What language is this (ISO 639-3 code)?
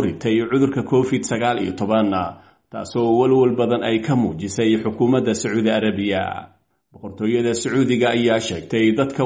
som